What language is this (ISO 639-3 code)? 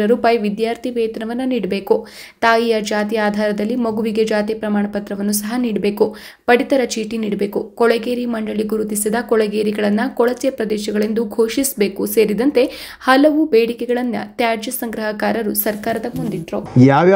kan